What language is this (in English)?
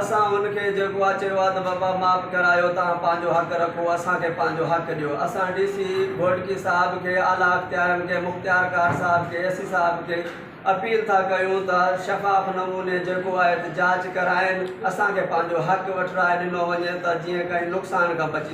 Sindhi